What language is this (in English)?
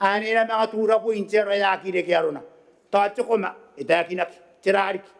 Gilbertese